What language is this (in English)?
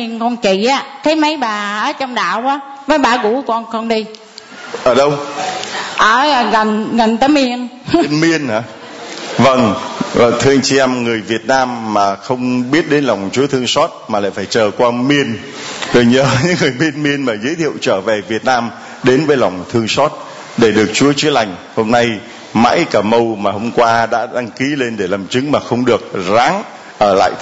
Vietnamese